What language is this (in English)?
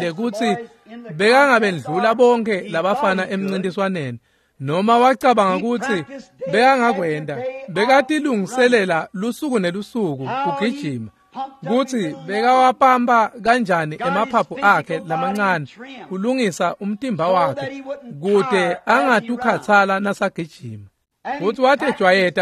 Swati